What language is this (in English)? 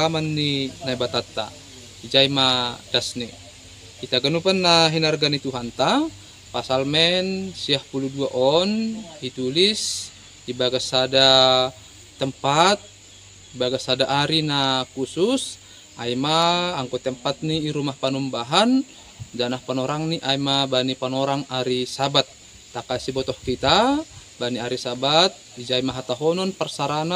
Batak Simalungun